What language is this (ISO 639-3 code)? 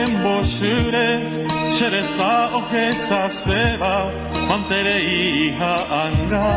grn